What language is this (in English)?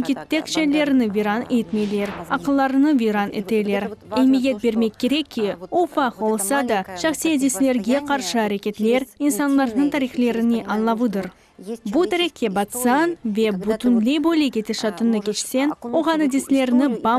Crimean Tatar